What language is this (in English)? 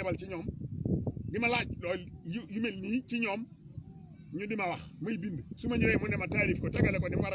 Wolof